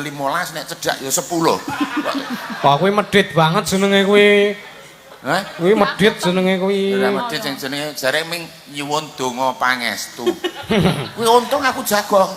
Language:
Javanese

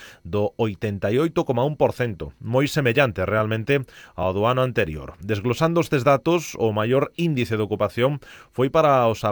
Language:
Galician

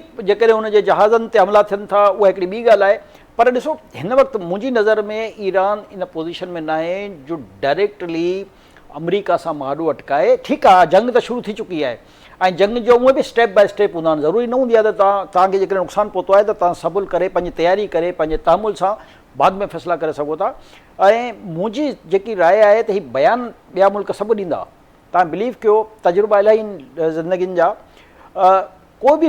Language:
Sindhi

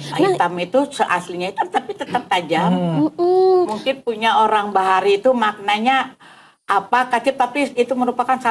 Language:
Banjar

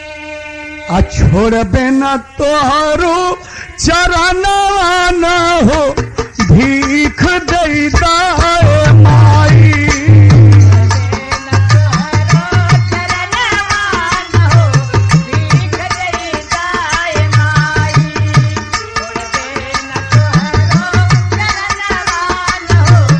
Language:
Bhojpuri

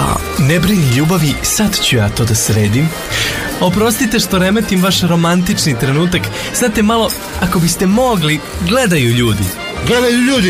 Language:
Serbian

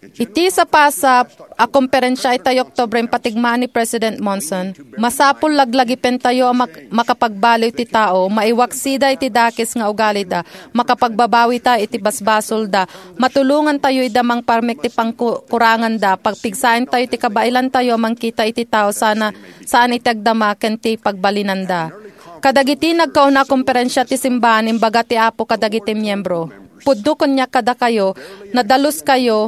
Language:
Iloko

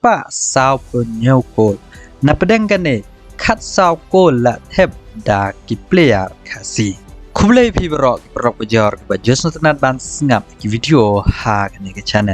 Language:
Khasi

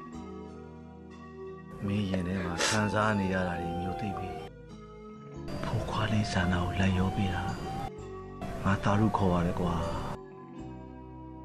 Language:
Burmese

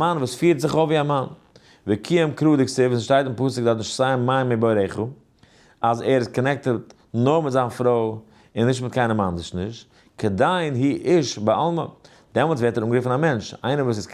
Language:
Yiddish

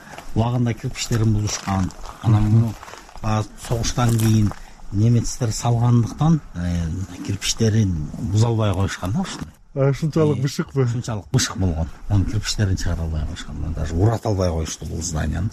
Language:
Kyrgyz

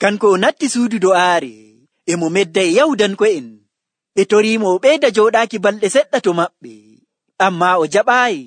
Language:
Nigerian Fulfulde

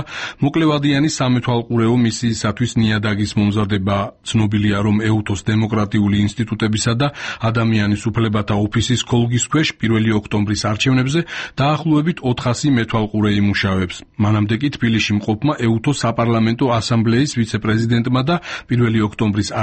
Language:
Georgian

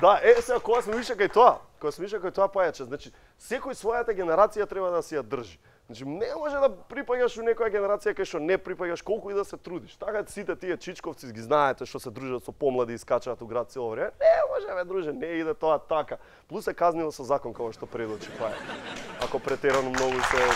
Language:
Macedonian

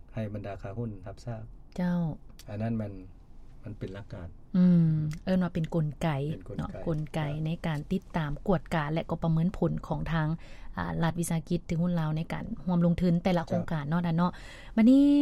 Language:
Lao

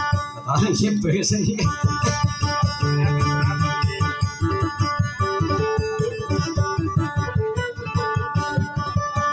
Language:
Maguindanaon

